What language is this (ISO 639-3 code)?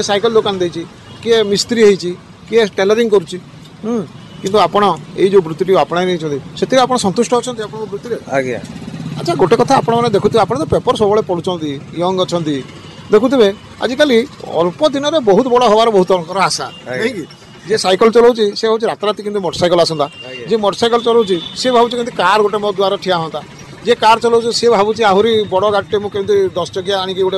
ori